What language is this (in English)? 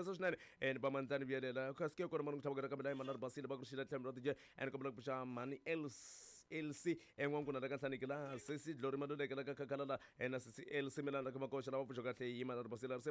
Tsonga